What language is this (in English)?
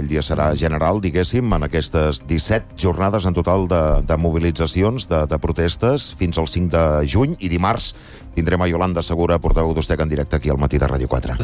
Catalan